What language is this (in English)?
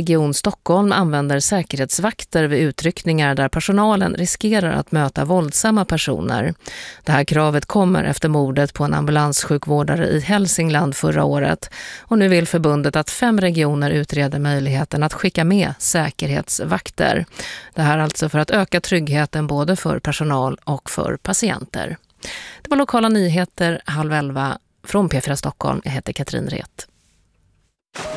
Swedish